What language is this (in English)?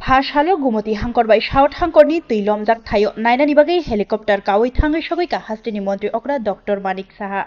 Kok Borok